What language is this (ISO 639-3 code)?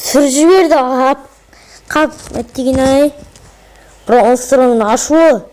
kaz